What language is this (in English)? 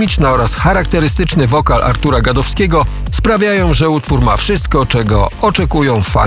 Polish